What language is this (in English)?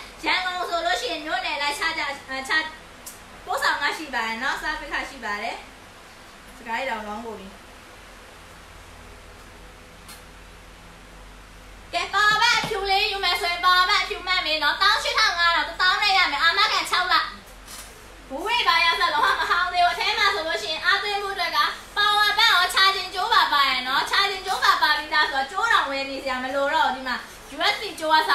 Burmese